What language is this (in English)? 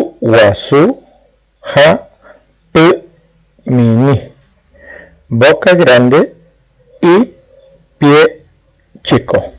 Guarani